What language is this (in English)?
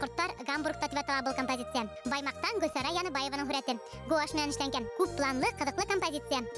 Bashkir